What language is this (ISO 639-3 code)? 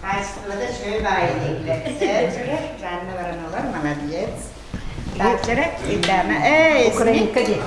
sah